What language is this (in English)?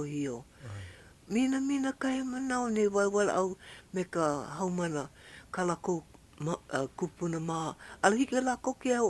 Hawaiian